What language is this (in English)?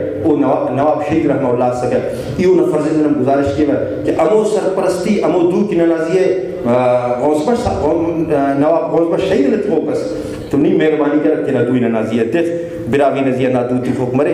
Brahui